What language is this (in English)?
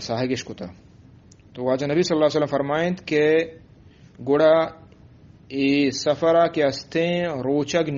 Eastern Balochi